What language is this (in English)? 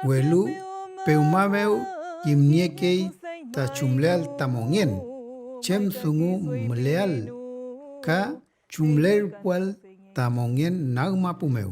Mapuche